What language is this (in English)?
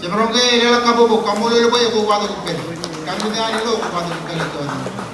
Marshallese